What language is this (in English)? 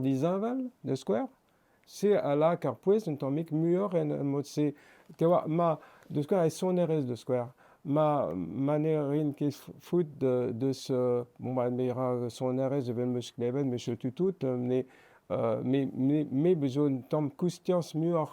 Breton